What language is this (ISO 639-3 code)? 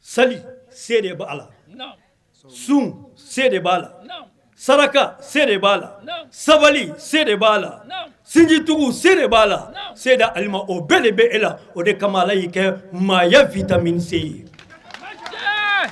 bam